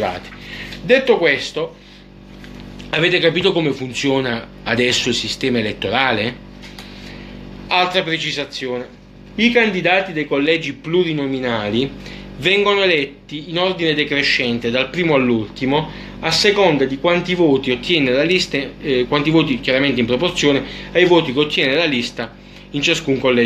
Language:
Italian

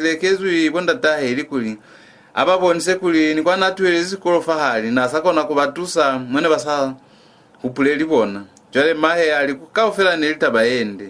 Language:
Lozi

